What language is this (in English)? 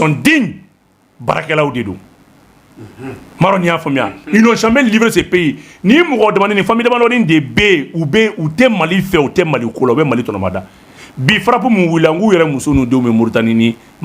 Bambara